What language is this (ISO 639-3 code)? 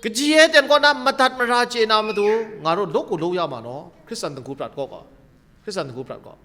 kac